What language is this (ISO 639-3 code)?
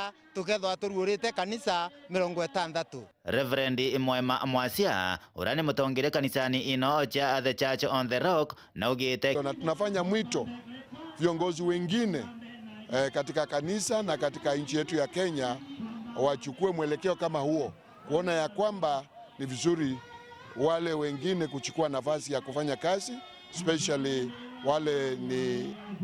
mer